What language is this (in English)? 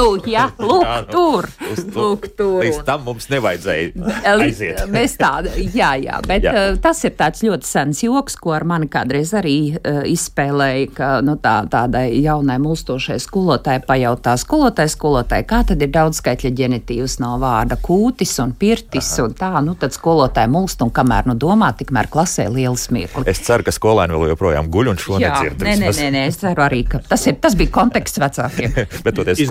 Latvian